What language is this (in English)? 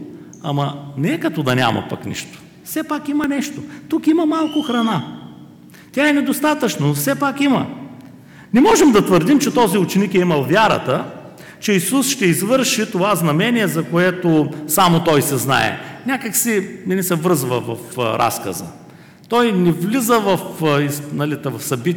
Bulgarian